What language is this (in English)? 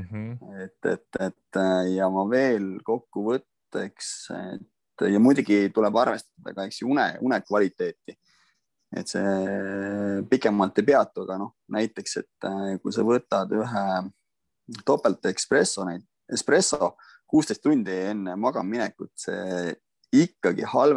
Estonian